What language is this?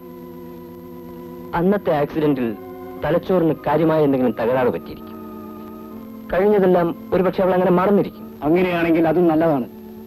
Malayalam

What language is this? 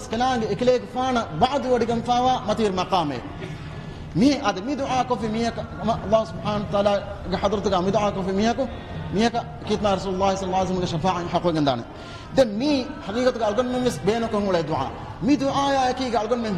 Divehi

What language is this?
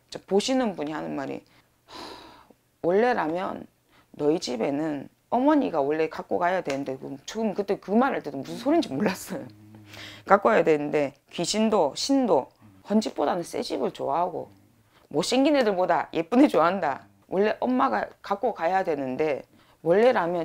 Korean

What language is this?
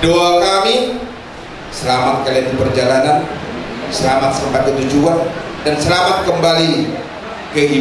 Indonesian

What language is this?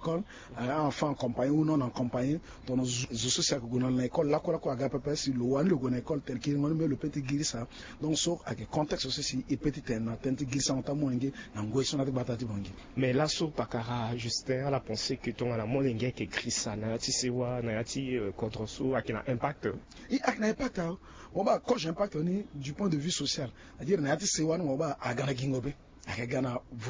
Sango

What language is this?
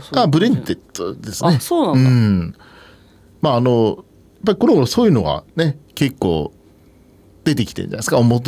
Japanese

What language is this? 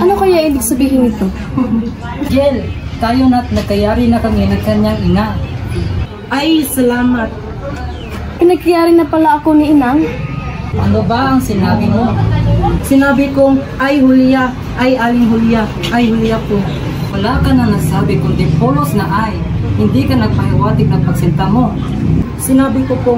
Filipino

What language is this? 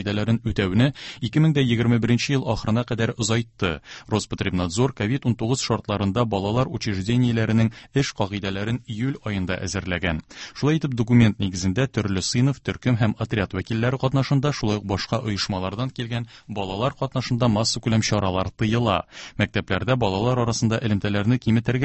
Tatar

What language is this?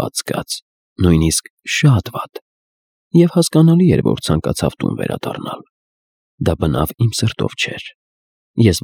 Armenian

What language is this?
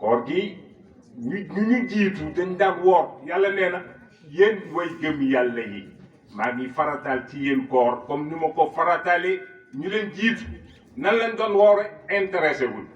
Wolof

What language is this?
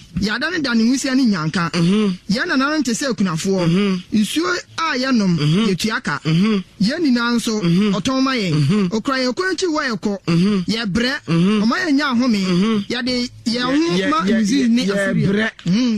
Akan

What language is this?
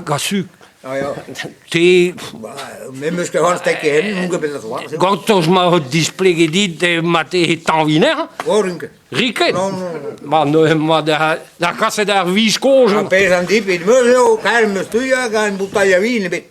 Breton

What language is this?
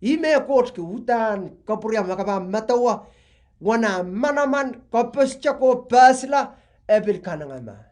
Pohnpeian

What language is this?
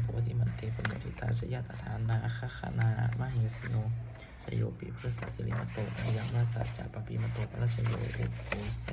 Pali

